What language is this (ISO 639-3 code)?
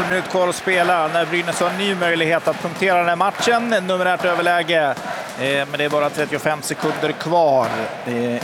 swe